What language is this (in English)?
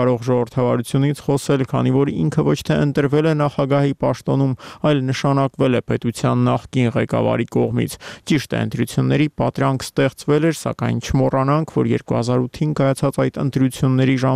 Armenian